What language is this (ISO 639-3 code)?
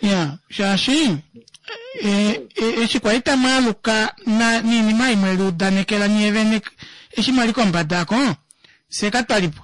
kua